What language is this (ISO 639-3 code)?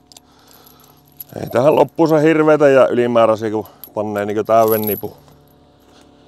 fin